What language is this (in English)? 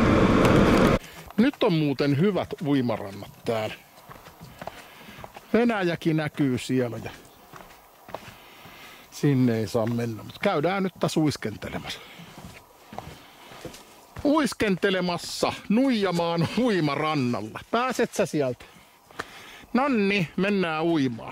Finnish